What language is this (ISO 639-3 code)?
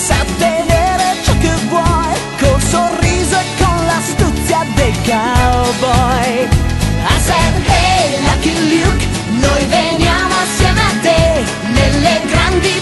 ita